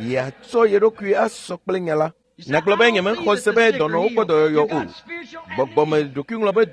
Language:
Ewe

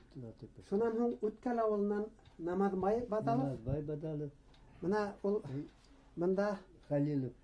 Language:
Bashkir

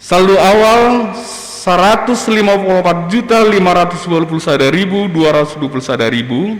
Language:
Batak Simalungun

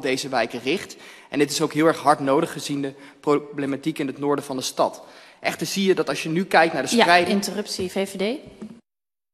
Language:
Dutch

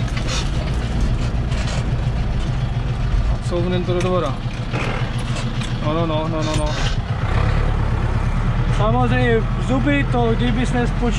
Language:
Czech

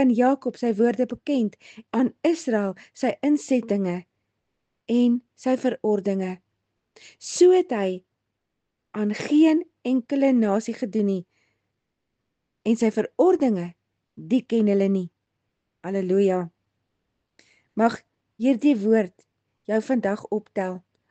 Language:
Afrikaans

